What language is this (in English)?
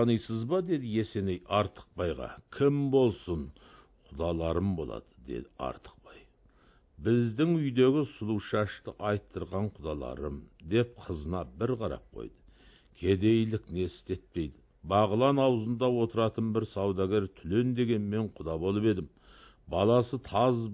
Kazakh